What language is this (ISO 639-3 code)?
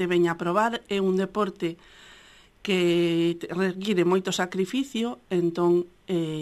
glg